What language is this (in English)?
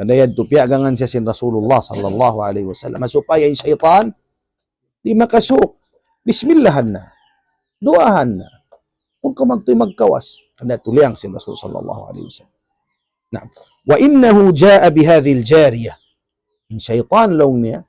Tausug